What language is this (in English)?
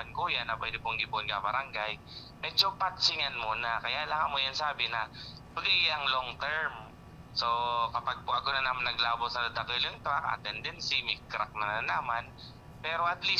Bikol